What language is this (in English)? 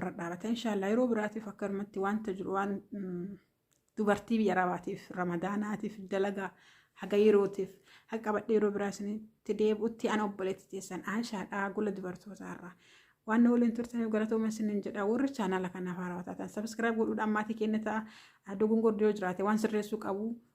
Oromo